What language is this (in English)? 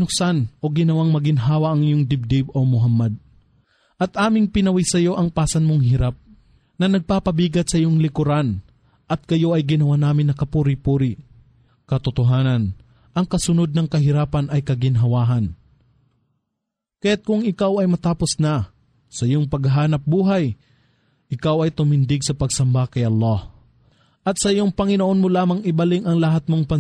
Filipino